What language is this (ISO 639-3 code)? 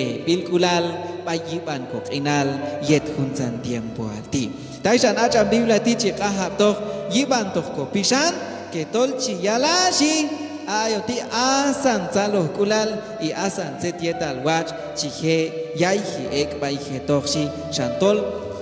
kjb